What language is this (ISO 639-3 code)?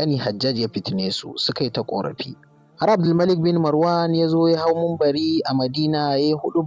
hau